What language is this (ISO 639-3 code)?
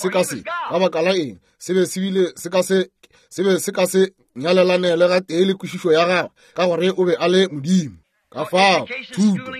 nso